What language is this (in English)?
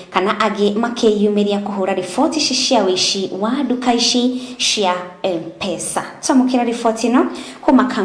Kikuyu